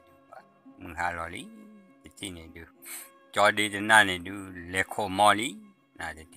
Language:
S'gaw Karen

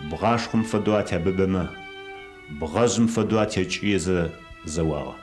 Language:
Adyghe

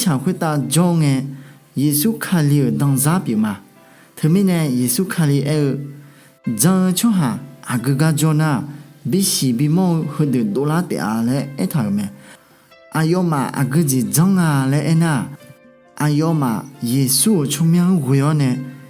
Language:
Akha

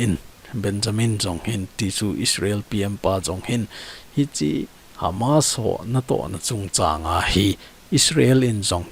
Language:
Thado Chin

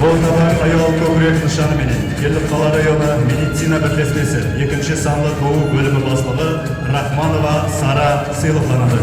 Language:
Kara-Kalpak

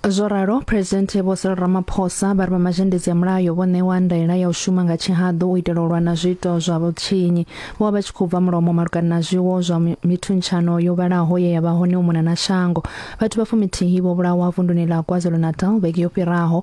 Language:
Venda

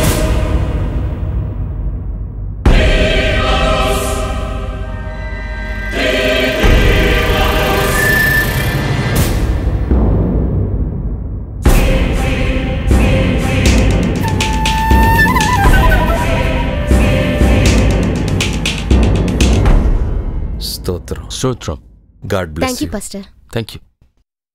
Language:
Tamil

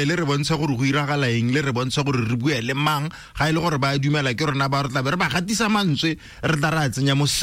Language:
Tswana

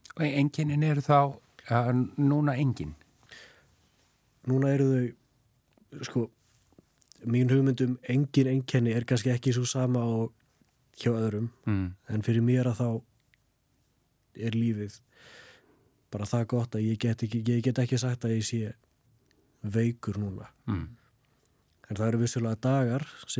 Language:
Icelandic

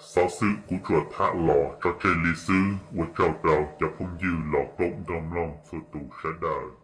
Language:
Hmong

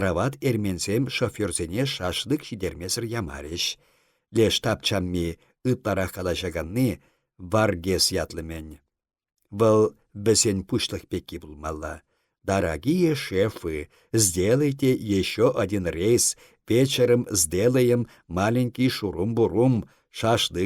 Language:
Chuvash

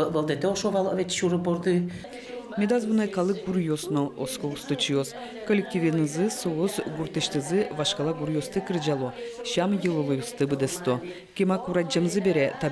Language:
Udmurt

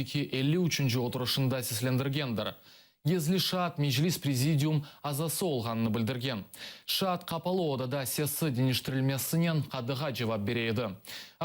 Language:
Crimean Tatar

